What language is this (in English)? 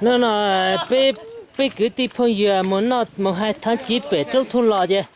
Hmong